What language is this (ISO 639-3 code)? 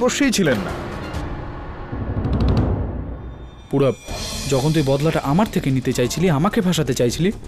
ben